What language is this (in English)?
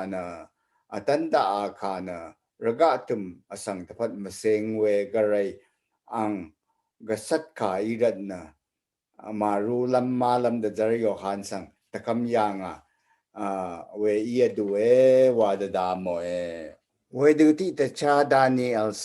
Rawang